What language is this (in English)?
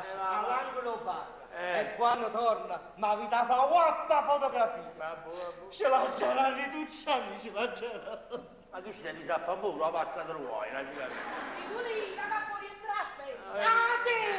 Neapolitan